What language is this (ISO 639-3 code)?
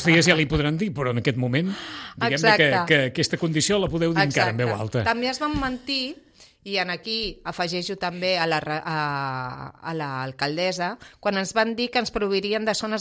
cat